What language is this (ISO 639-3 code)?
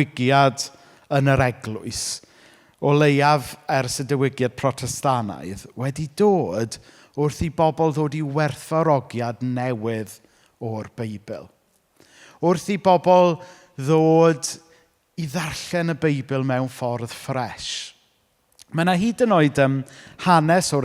cym